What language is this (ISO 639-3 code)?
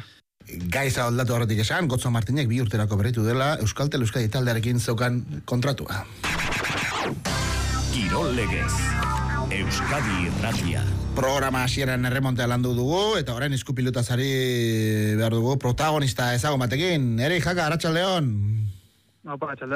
eus